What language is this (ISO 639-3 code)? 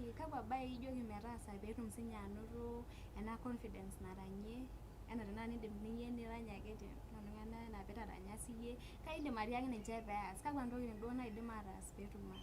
mas